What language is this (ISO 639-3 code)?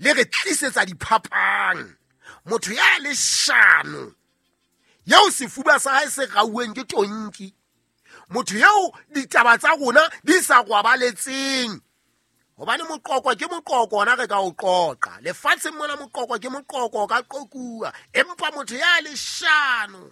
sot